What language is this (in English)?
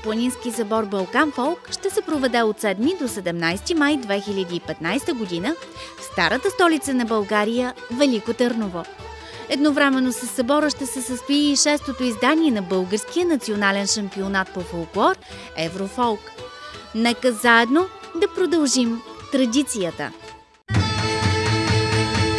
Bulgarian